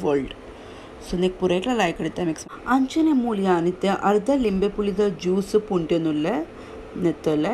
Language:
Tulu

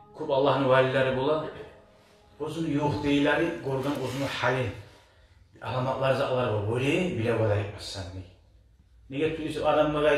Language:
Kumyk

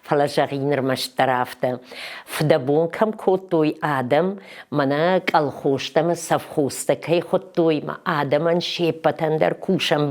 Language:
Ossetic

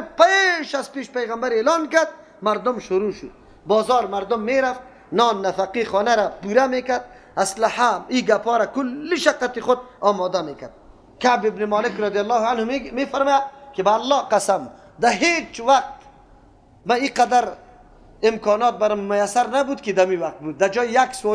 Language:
Persian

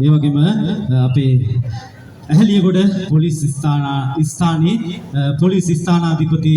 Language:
Sinhala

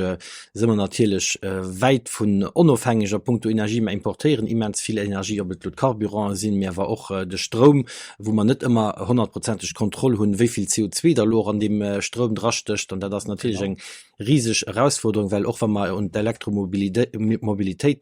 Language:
Luxembourgish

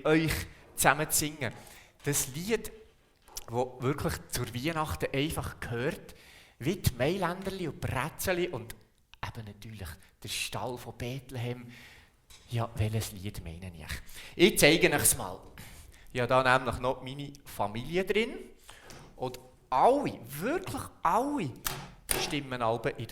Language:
Swiss German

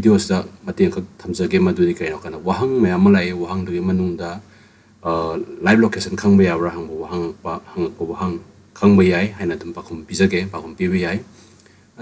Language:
Manipuri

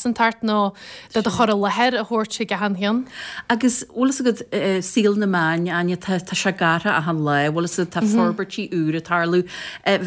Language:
Irish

